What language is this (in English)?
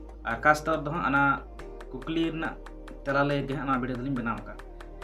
Santali